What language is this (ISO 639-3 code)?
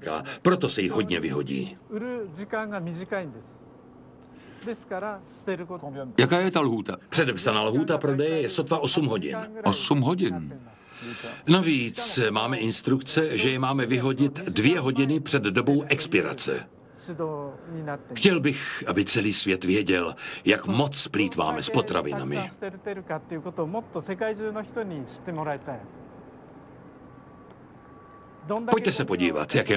ces